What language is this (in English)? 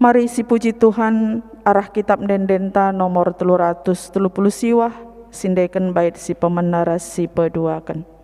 Batak Karo